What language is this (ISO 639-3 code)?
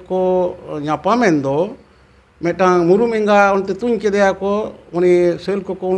sat